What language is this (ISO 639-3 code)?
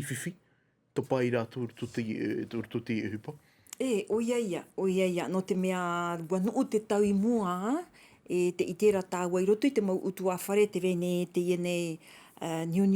tah